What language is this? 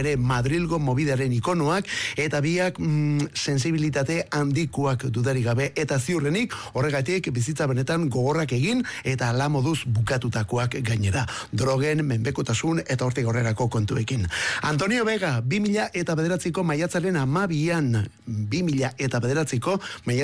Basque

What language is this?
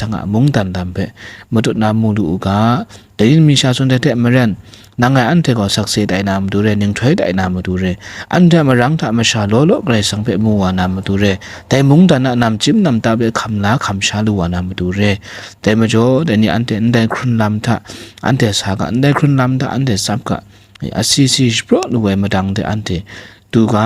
Kachin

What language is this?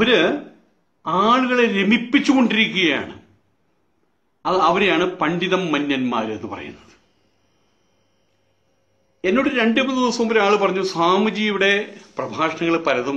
Malayalam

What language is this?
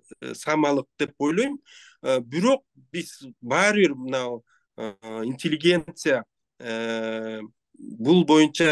Kyrgyz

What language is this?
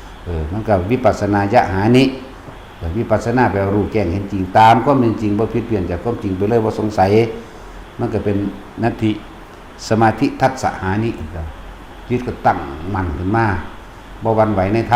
Northeastern Thai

